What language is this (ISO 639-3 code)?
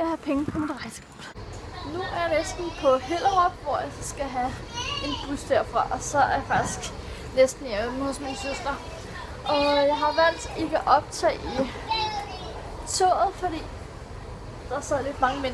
dan